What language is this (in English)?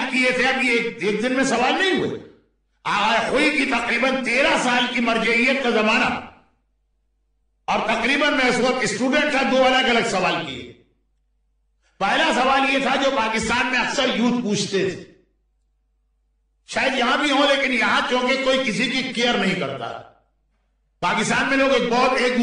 Urdu